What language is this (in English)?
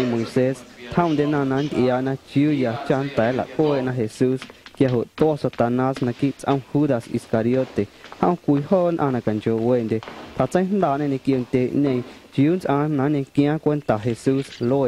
Guerrero Amuzgo